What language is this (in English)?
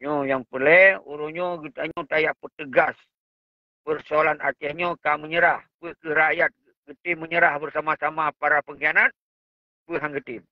Achinese